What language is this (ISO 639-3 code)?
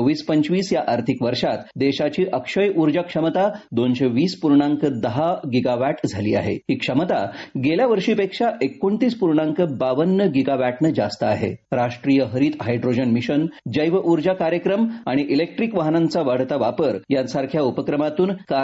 mar